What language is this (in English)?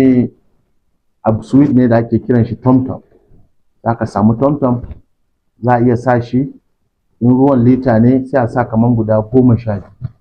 Hausa